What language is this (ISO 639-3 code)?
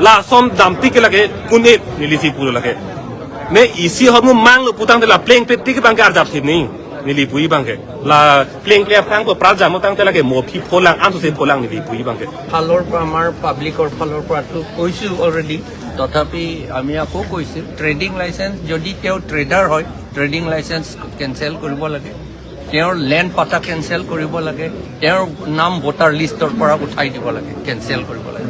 mjw